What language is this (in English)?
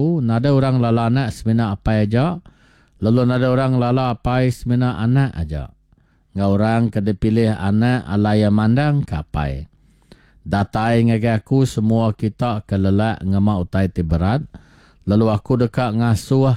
Iban